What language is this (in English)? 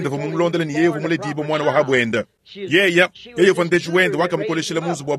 Luba-Lulua